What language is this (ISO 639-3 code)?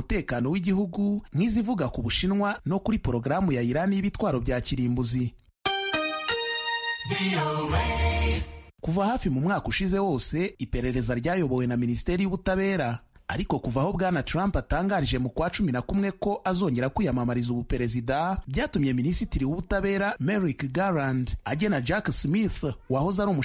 kin